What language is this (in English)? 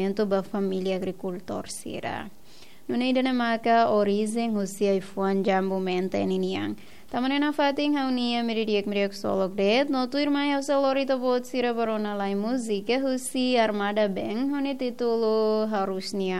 Tetum